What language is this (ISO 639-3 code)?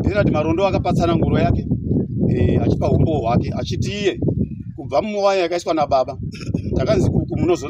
sna